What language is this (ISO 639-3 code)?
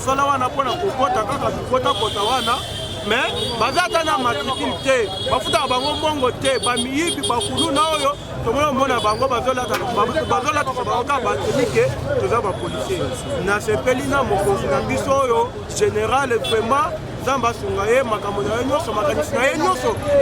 lin